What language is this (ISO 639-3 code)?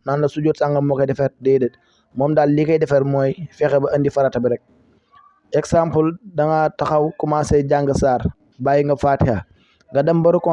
wol